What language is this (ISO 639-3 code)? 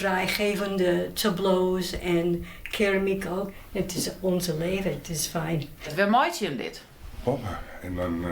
fry